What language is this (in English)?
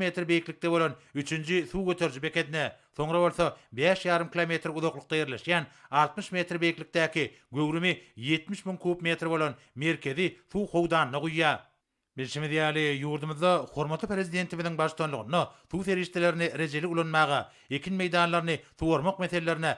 Turkmen